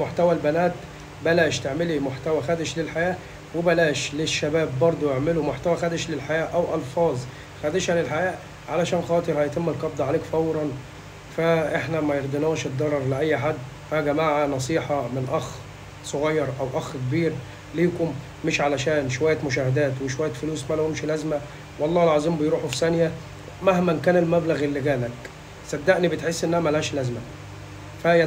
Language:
Egyptian Arabic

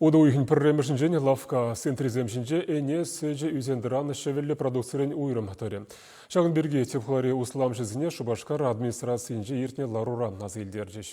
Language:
Chuvash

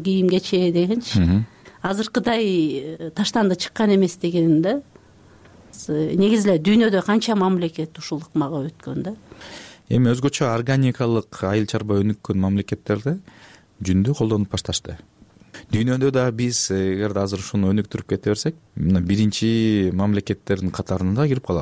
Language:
Kyrgyz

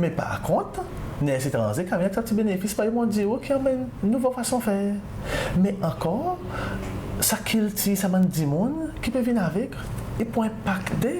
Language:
Seselwa Creole French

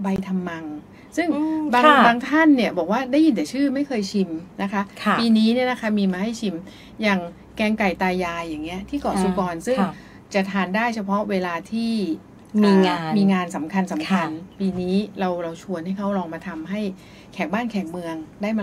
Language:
Thai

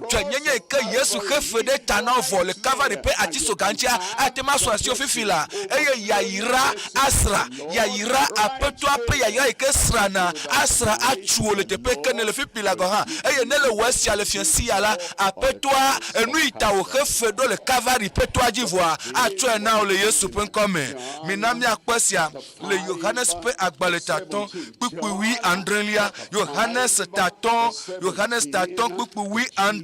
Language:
Ewe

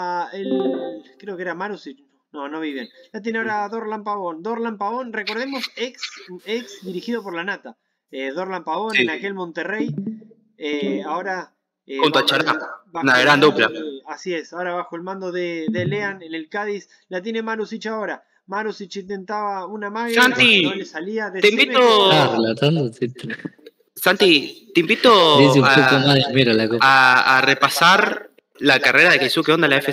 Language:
Spanish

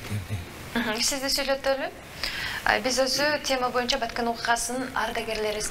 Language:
Kyrgyz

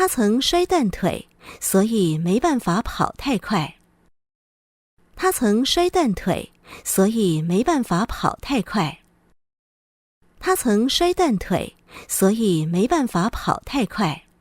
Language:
Hakka Chinese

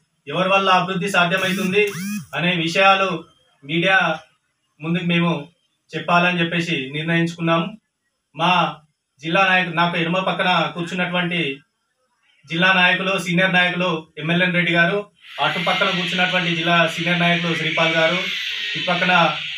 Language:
Telugu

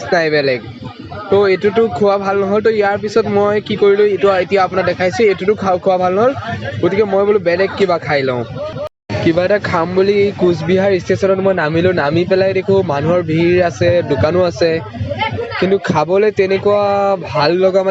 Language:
Assamese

